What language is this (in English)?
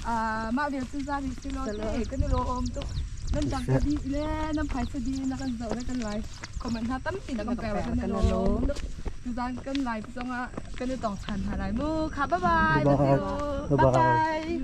Hakha Chin